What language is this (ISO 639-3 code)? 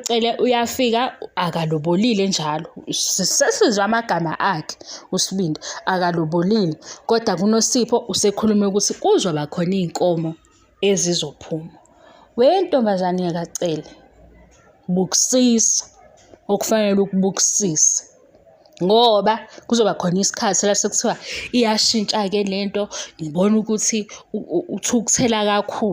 zul